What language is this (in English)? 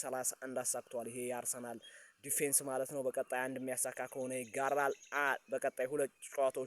Amharic